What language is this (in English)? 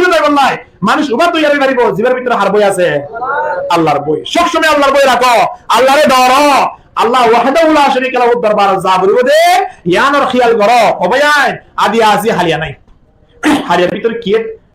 Rohingya